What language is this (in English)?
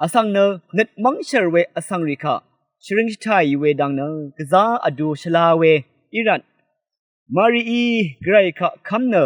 Rawang